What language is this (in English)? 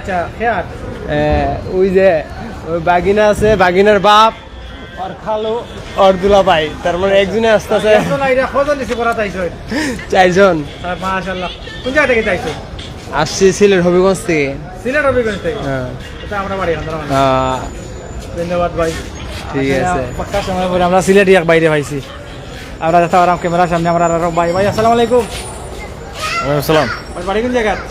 Sylheti